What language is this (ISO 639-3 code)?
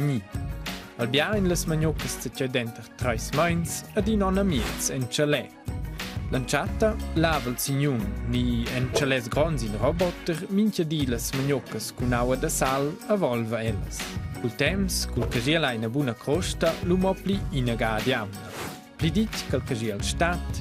roh